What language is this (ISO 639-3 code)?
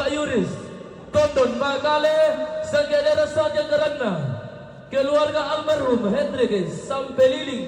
sda